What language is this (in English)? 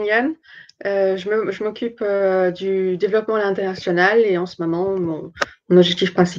French